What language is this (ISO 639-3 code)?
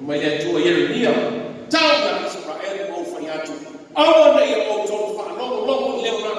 smo